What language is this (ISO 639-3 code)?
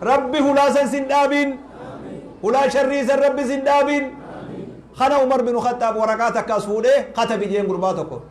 orm